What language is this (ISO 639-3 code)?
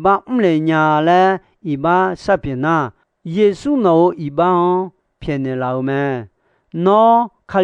ahk